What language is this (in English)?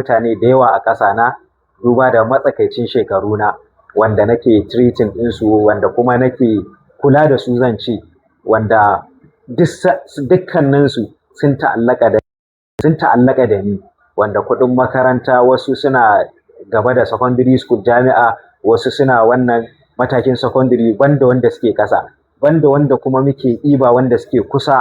Hausa